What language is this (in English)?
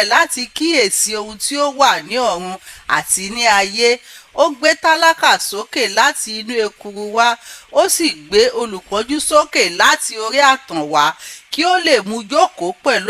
Yoruba